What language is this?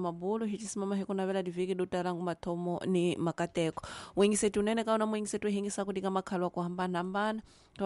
Tsonga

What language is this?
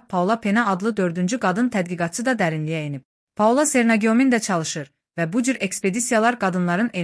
Azerbaijani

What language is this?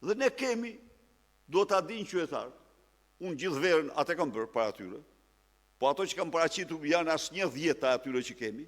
Albanian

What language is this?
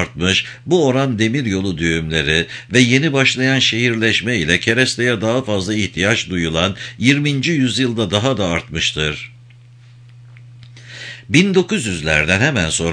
Turkish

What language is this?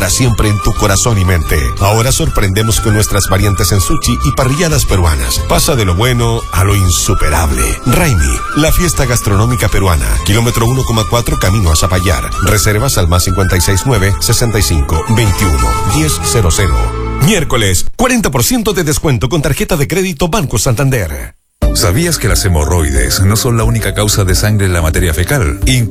Spanish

